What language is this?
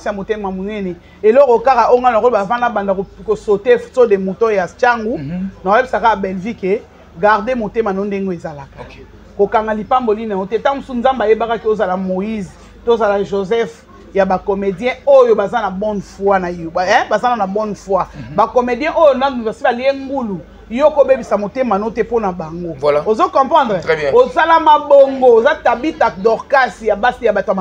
Lingala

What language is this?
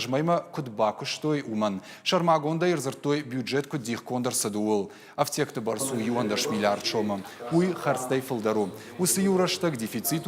Ossetic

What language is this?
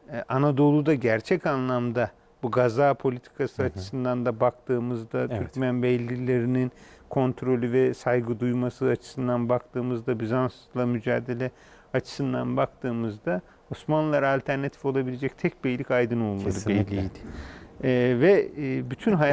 Turkish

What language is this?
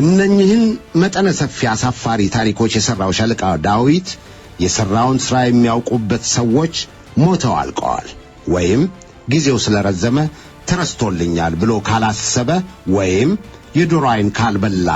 Amharic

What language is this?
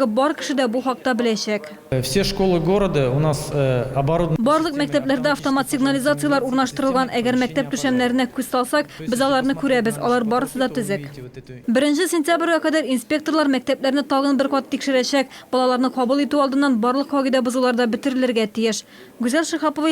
Tatar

